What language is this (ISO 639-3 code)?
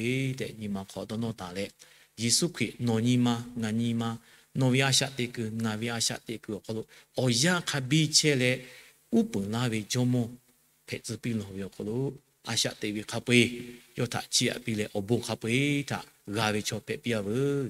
lhu